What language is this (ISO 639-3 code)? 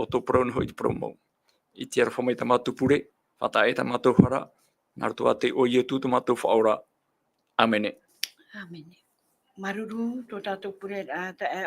tah